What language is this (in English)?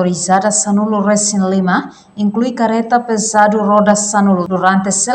Tetum